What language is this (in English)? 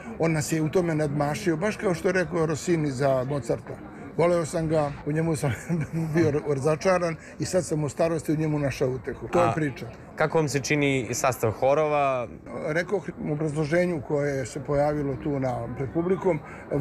Serbian